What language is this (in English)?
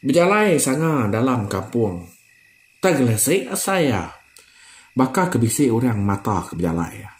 Iban